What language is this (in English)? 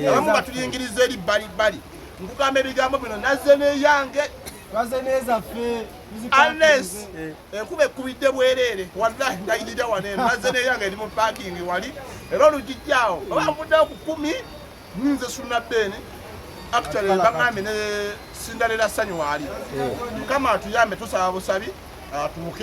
Ganda